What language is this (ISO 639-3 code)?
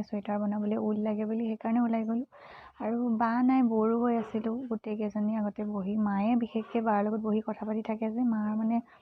asm